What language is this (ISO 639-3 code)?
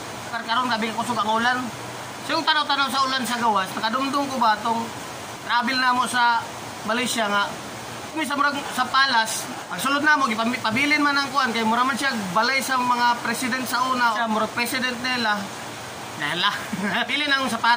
ceb